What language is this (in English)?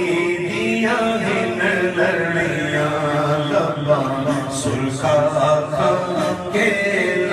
Urdu